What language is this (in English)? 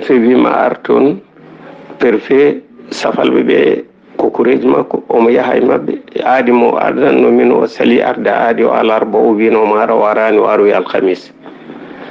Fula